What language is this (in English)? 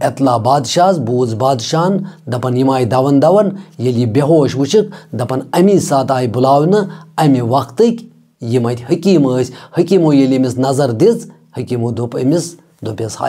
Kashmiri